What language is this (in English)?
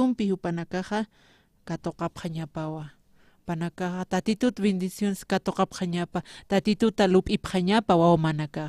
Aymara